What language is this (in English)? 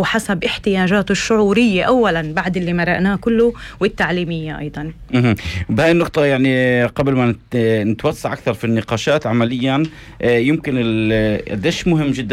North Levantine Arabic